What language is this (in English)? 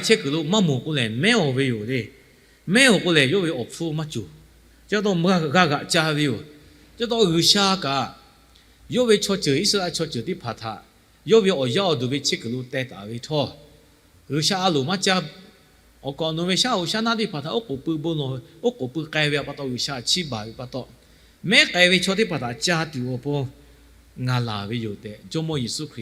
Lahu